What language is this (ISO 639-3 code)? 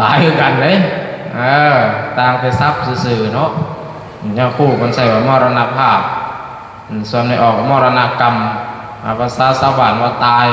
lao